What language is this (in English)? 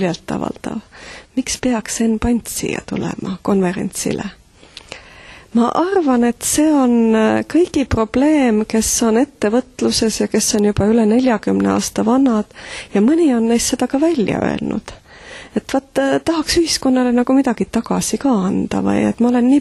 Estonian